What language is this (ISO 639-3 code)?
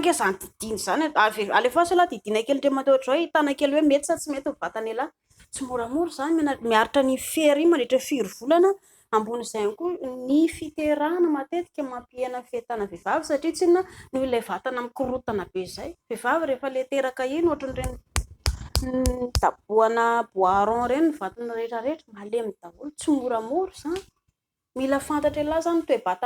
mlg